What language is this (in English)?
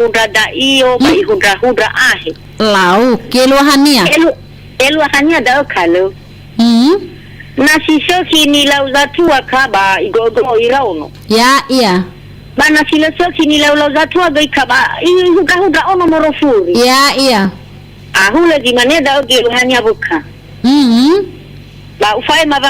Nias